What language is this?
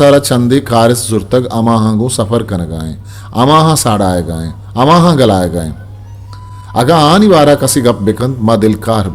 Eastern Balochi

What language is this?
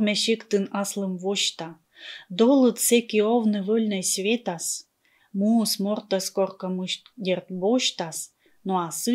Komi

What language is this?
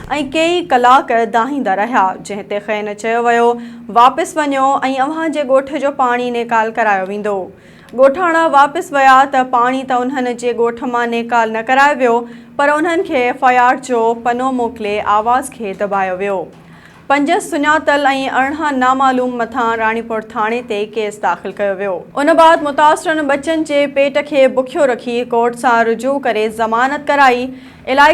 Sindhi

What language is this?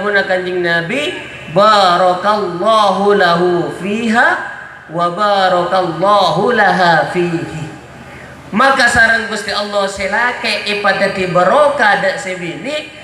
Madurese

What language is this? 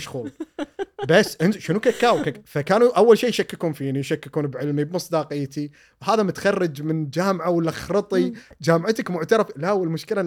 Gulf Arabic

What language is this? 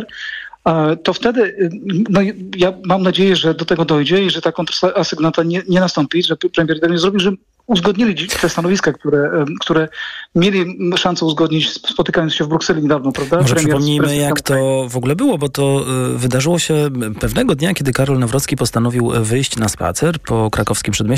Polish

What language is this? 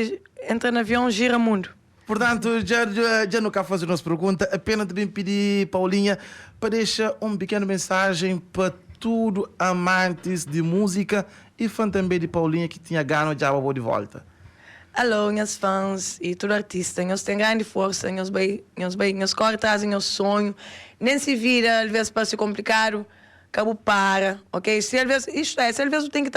Kabuverdianu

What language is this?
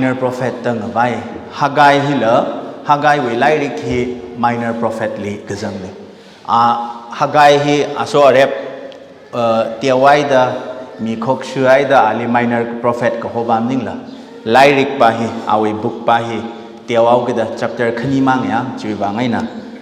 Tangkhul Naga (India)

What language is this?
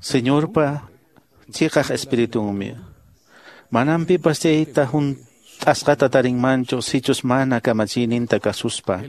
Quechua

